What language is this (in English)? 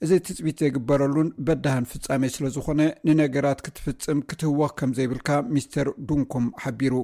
Tigrinya